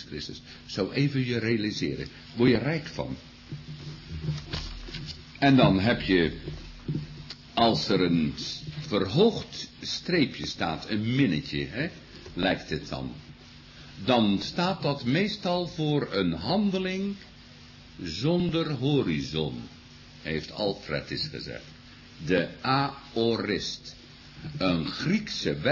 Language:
Dutch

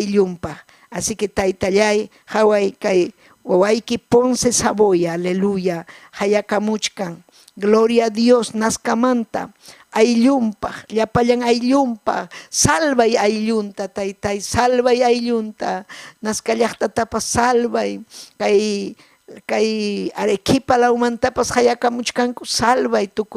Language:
Ayacucho Quechua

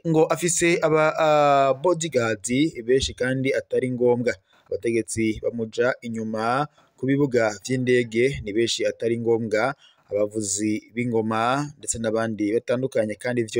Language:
Rundi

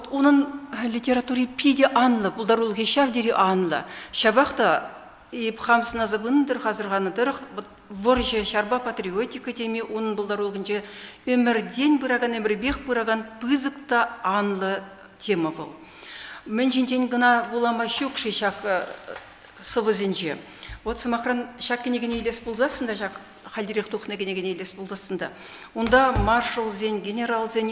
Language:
Chuvash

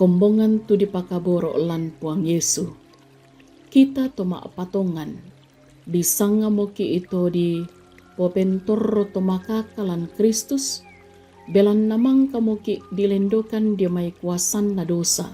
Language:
Toraja-Sa'dan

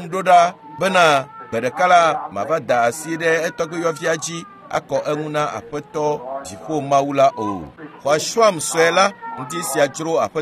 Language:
Ewe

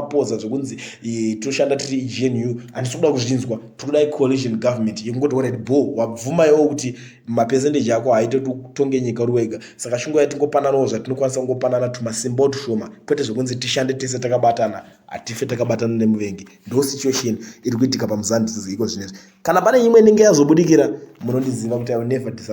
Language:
Shona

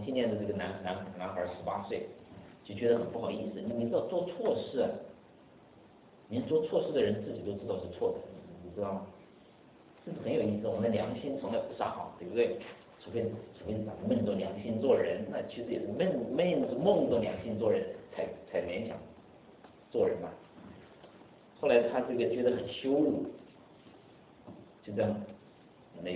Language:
Chinese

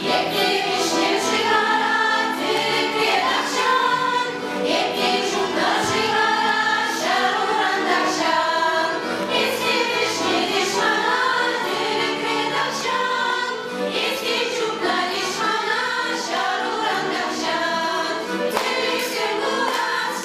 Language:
Chuvash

